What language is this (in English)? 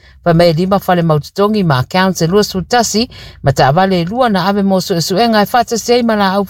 Samoan